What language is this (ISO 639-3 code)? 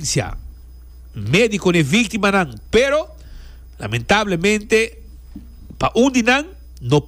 pap